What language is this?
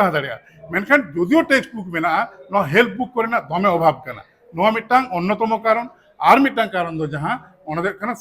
Santali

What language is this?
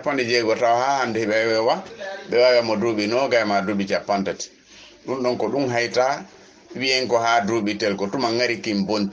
Fula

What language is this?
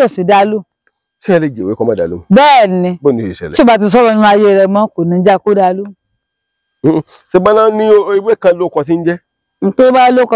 Yoruba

